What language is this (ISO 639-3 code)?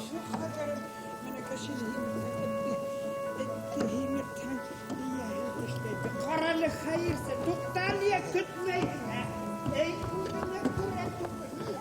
bak